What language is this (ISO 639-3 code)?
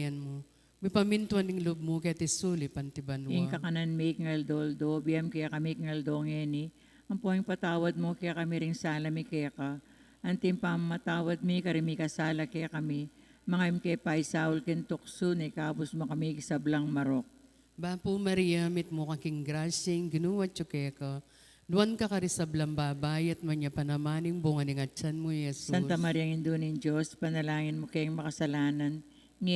pam